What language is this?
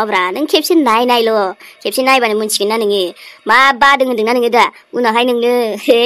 Bodo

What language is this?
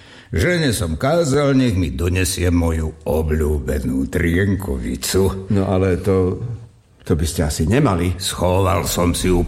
Slovak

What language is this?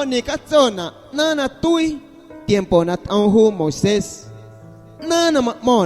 Guerrero Amuzgo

